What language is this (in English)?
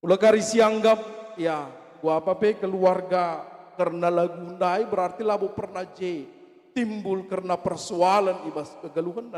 Batak Karo